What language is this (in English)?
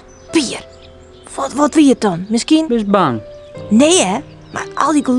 Western Frisian